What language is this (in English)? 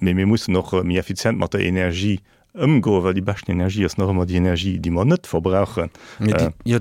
Luxembourgish